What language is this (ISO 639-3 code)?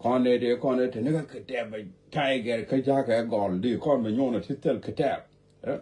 nus